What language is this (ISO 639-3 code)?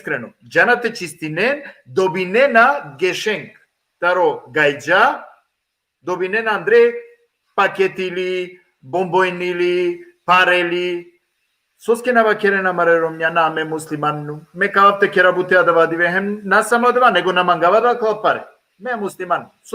rmn